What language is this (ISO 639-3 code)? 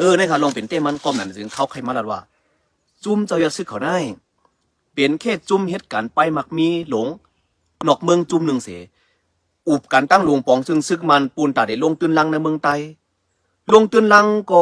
shn